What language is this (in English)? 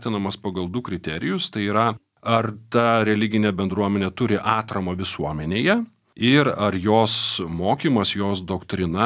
Lithuanian